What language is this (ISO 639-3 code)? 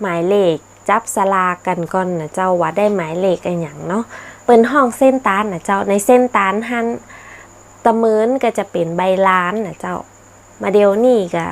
nod